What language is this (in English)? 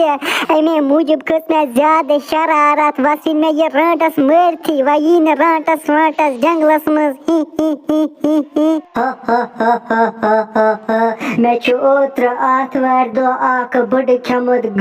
Kashmiri